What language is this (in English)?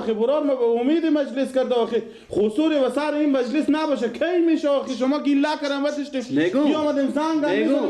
Persian